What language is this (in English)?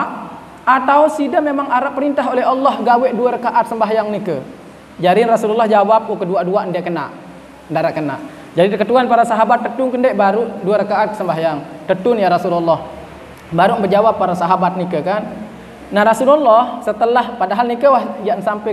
Sasak